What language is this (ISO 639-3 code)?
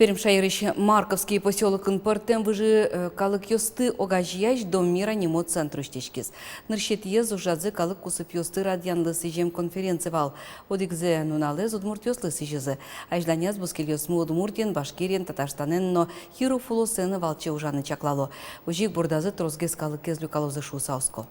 udm